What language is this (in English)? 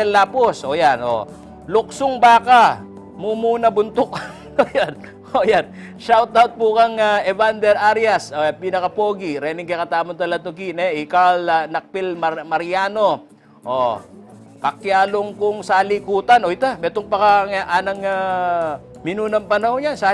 Pampanga